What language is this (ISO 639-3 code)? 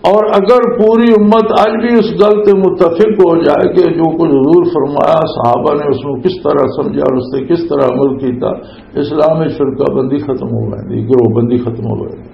lah